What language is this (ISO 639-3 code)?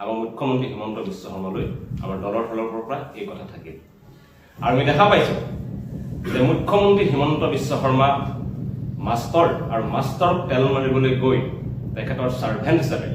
asm